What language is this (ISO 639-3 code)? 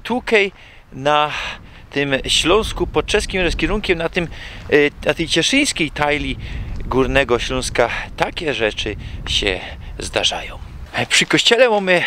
szl